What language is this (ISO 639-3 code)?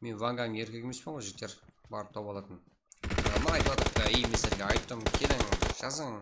kaa